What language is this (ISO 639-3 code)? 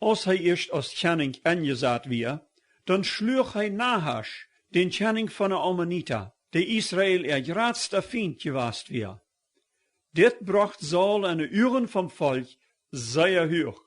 pdt